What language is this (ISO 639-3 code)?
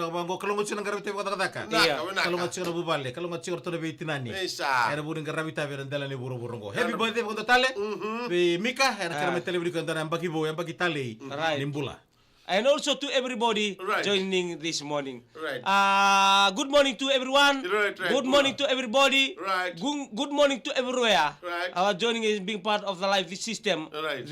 fij